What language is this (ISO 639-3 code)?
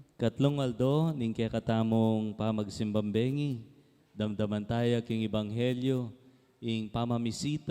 pam